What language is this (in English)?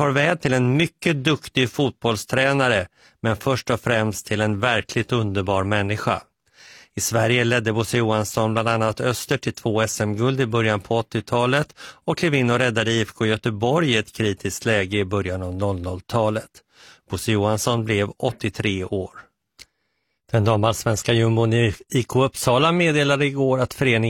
Swedish